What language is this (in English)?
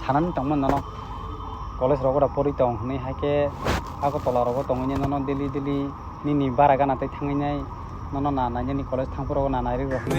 Kok Borok